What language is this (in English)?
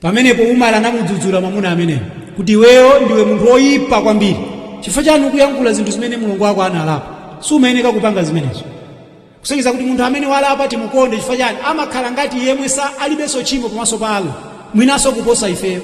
Nyanja